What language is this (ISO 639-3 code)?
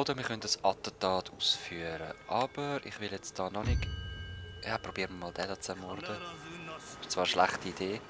gsw